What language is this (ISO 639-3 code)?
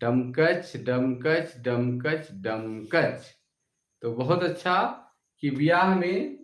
sck